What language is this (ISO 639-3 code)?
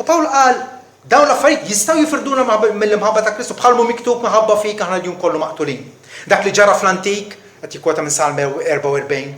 mlt